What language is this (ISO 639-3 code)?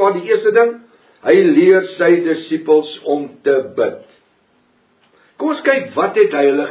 afr